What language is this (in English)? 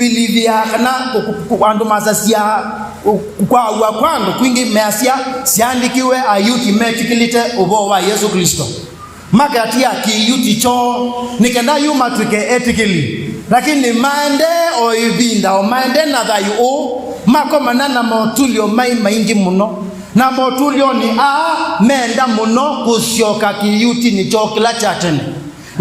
Kamba